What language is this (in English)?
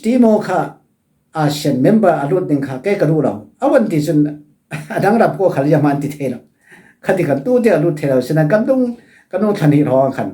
Falam Chin